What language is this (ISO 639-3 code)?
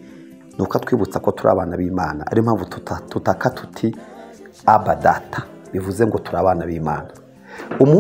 kin